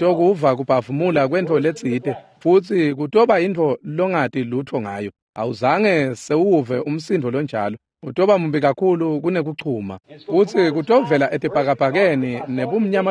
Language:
Swati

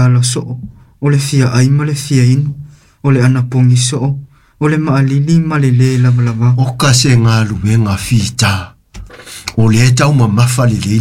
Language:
Samoan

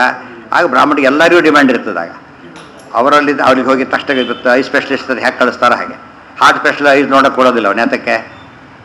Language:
Kannada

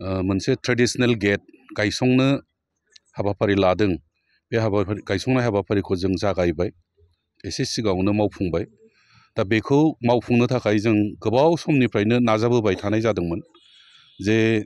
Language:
Bodo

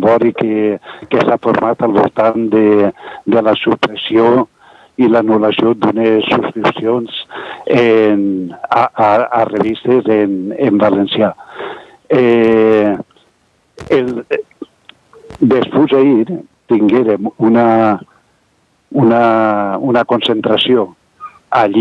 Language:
Catalan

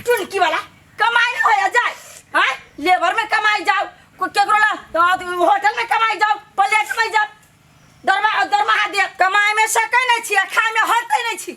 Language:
Maithili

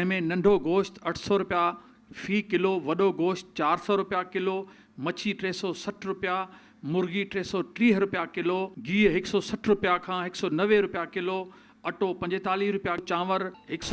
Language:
Sindhi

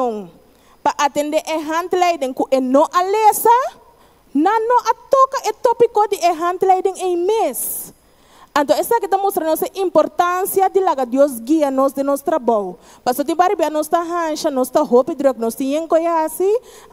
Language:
Papiamento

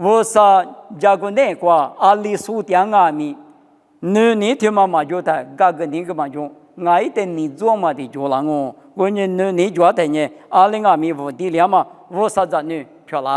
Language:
Lisu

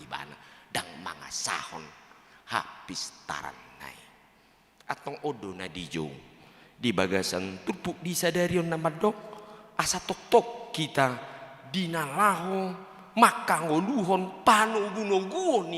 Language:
Batak Toba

